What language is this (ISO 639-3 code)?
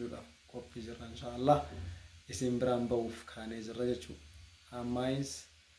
orm